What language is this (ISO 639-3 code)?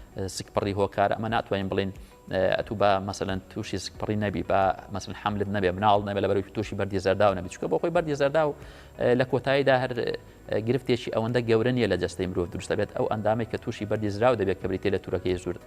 ckb